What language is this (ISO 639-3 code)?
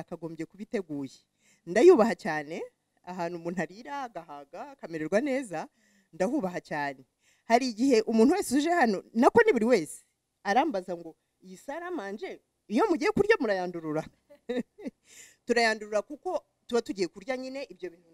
kin